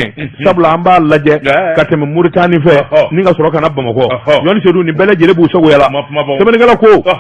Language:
Bambara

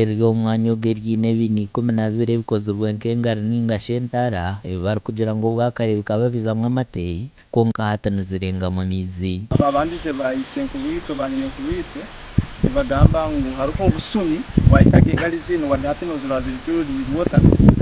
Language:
Nyankole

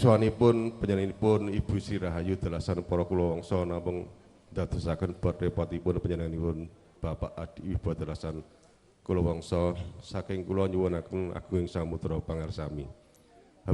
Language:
Javanese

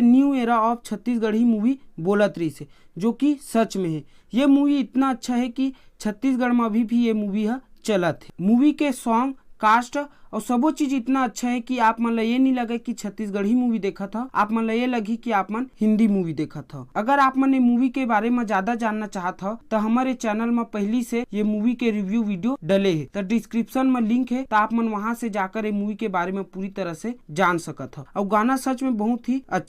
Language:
Chhattisgarhi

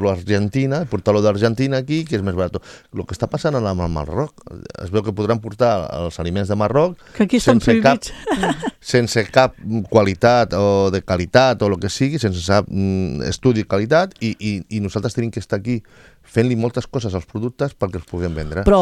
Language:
Catalan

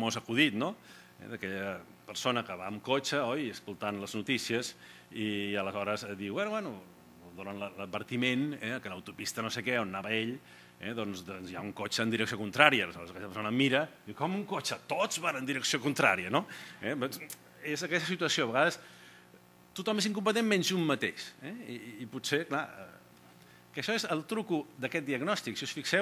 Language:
Catalan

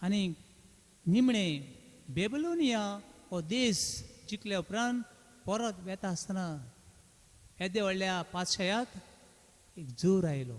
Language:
Konkani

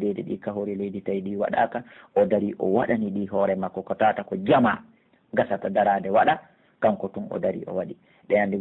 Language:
Pular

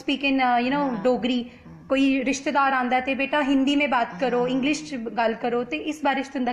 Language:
Dogri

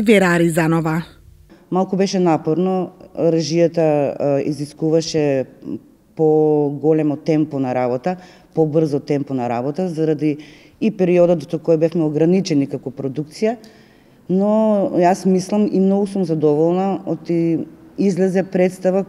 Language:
Macedonian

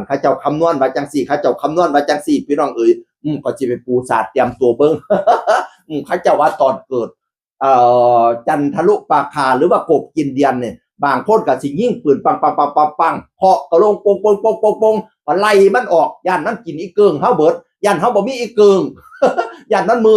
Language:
Northeastern Thai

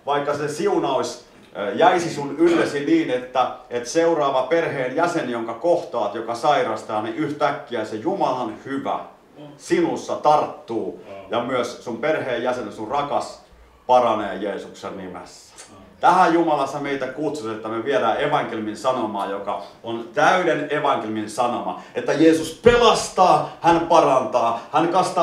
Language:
Finnish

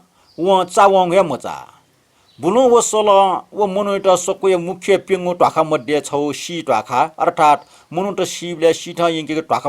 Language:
Newari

